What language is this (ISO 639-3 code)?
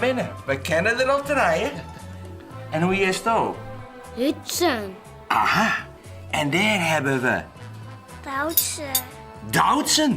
fry